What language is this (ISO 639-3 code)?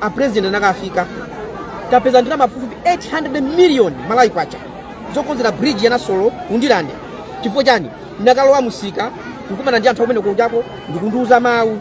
nya